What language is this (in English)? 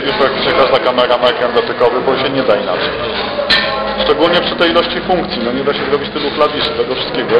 Polish